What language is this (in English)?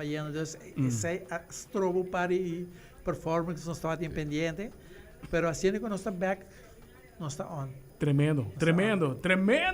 Papiamento